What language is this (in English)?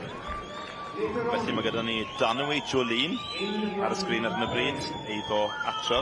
Welsh